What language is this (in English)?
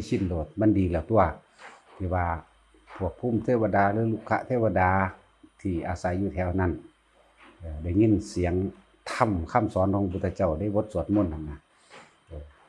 Northeastern Thai